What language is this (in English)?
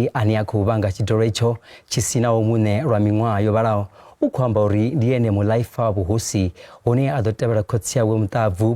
Venda